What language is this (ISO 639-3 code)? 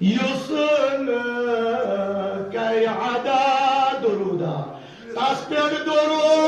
kas